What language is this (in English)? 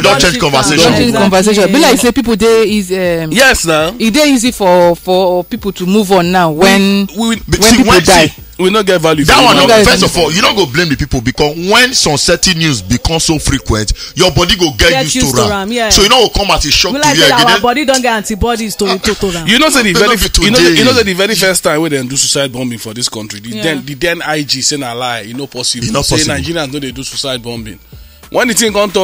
Nigerian Pidgin